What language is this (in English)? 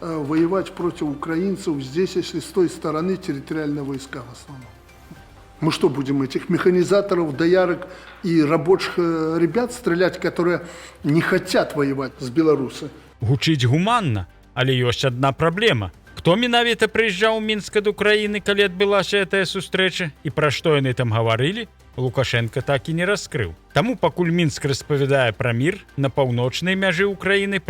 Belarusian